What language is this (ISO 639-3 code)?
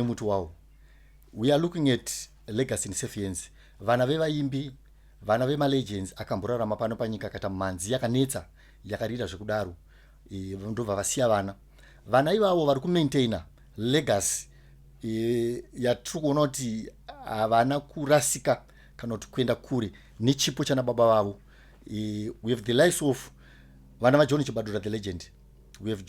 sna